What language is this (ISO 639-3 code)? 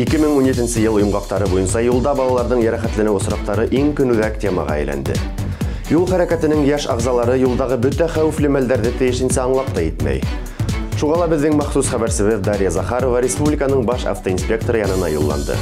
bak